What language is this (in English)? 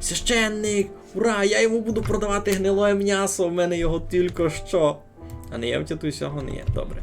Rusyn